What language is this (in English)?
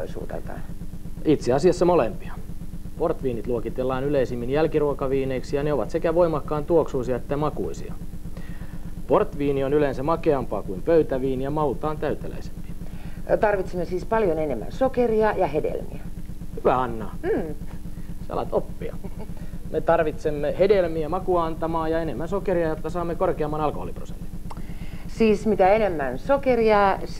Finnish